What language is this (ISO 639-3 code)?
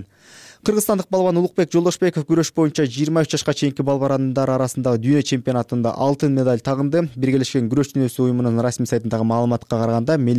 kir